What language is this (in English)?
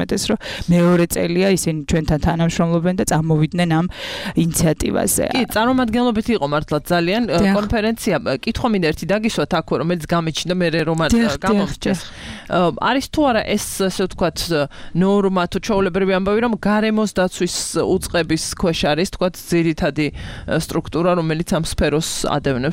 Georgian